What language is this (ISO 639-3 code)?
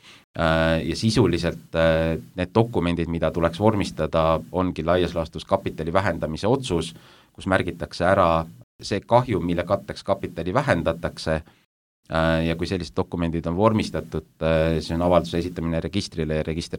est